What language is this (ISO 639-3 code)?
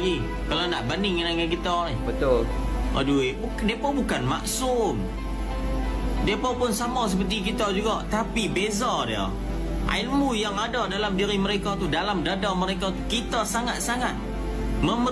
msa